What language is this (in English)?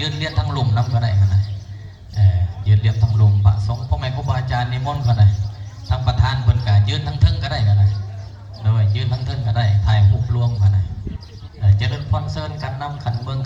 Northeastern Thai